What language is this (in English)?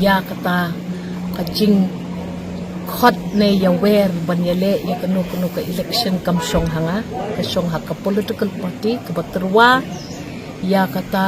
Khasi